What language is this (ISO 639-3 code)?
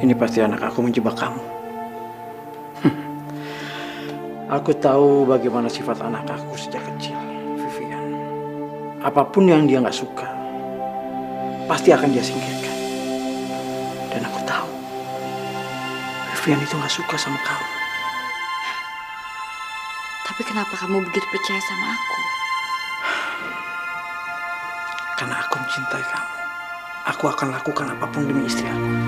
ind